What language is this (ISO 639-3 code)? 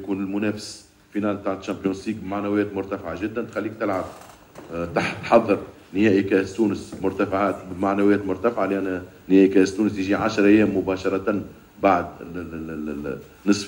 aeb